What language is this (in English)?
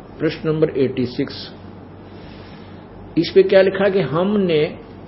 Hindi